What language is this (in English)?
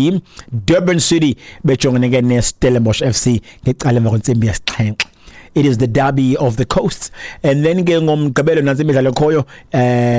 Xhosa